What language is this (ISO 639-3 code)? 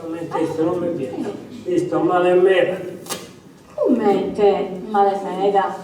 srd